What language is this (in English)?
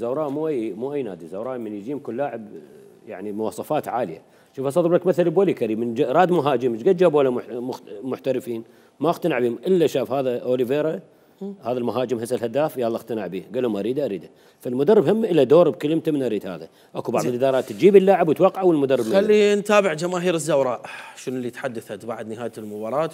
Mesopotamian Arabic